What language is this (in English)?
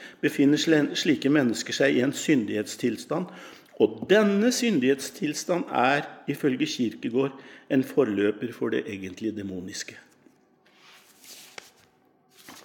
Norwegian